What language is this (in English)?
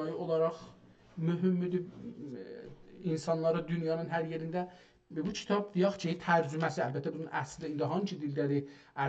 South Azerbaijani